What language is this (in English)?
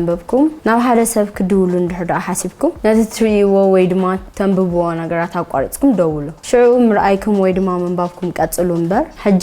Tigrinya